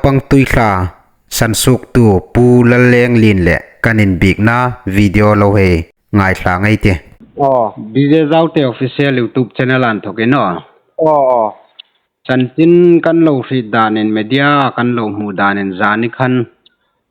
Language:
Hmar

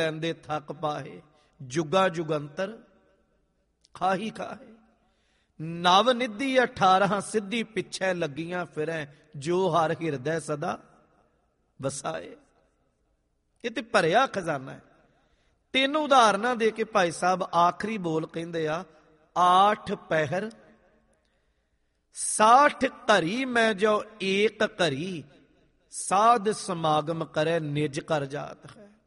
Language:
Punjabi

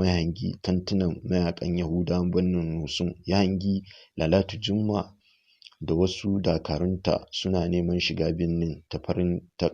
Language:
Hausa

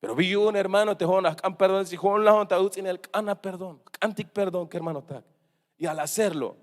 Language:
Tzeltal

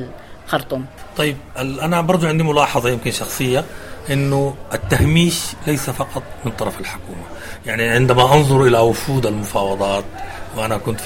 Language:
Sudanese Arabic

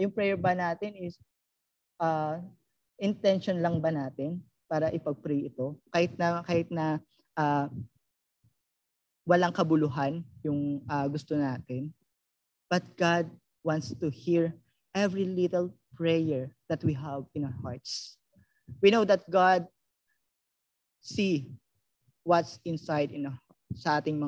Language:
Filipino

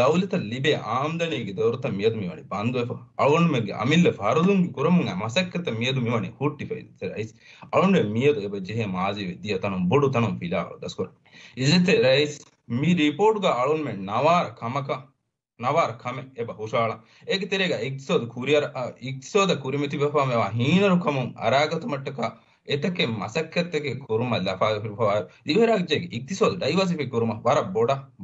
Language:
Divehi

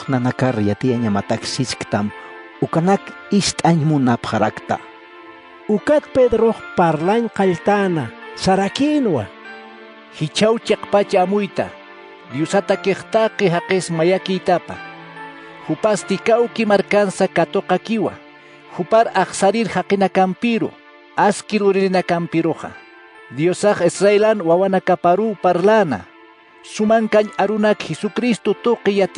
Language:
Aymara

